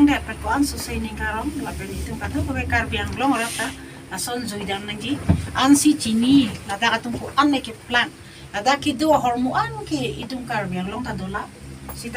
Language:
Karbi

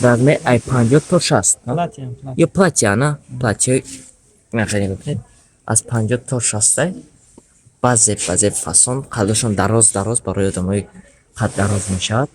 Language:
Tajik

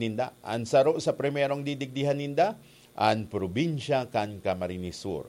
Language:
Bikol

